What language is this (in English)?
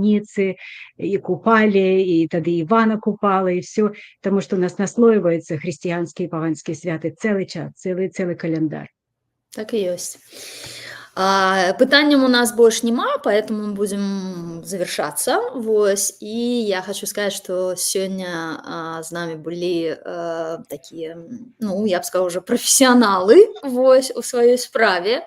Belarusian